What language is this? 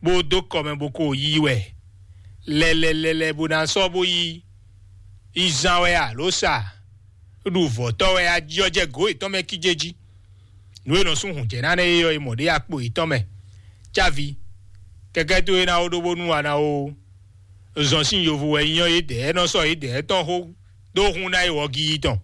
Fon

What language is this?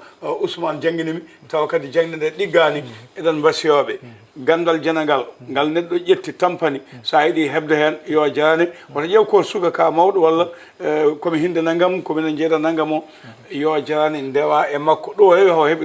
Fula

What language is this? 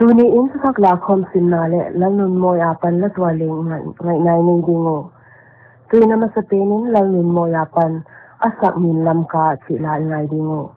Paite Chin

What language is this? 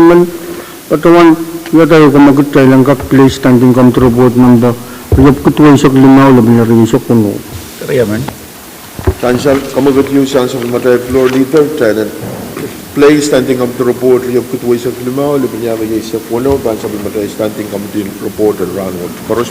Pohnpeian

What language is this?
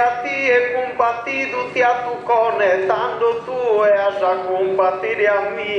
Sardinian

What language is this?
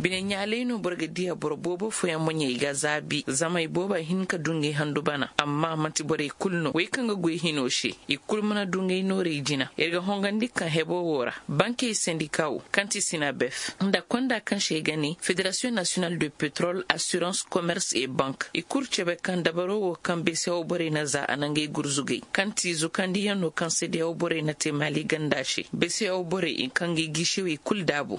Koyraboro Senni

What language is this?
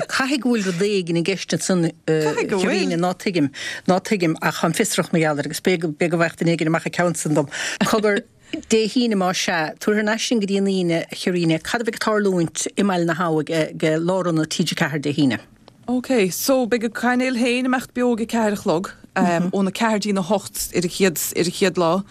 Irish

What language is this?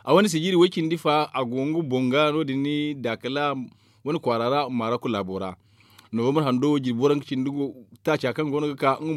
Zarma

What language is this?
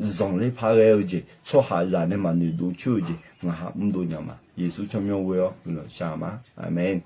Akha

